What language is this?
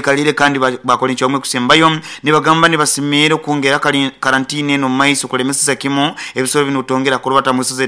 Nyankole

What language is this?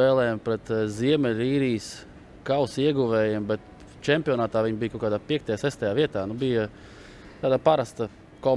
Latvian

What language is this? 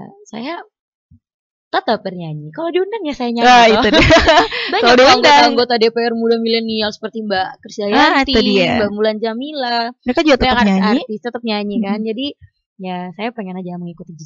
Indonesian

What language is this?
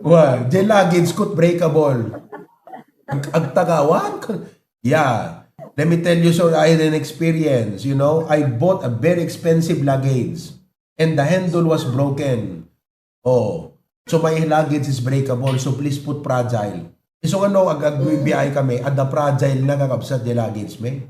Iloko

